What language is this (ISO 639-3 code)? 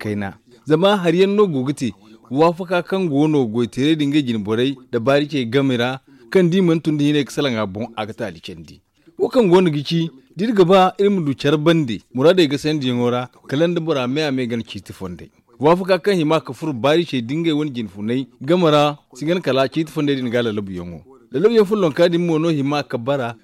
dje